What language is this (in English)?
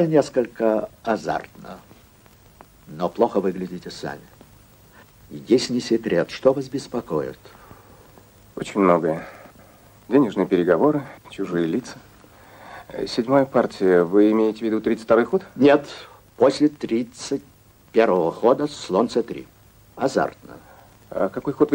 Russian